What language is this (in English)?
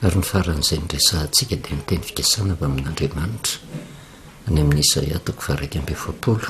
Malagasy